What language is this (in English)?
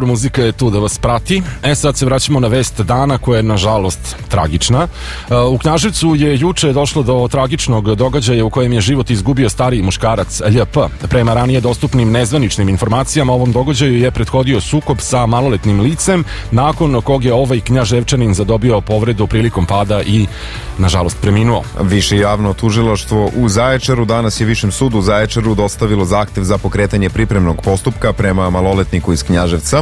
Serbian